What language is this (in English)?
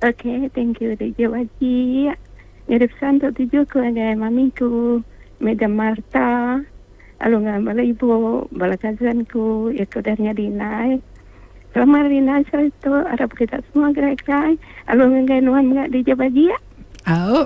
Iban